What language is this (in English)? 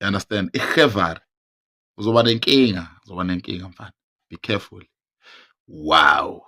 Zulu